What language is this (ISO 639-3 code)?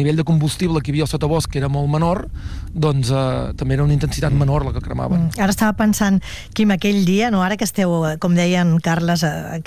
cat